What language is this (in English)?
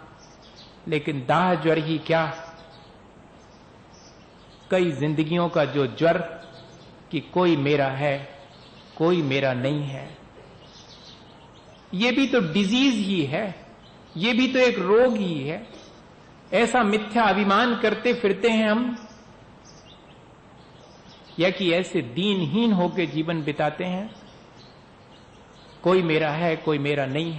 Hindi